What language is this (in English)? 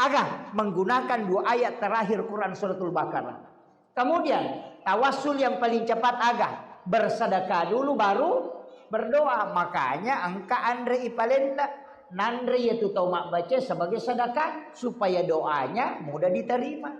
Buginese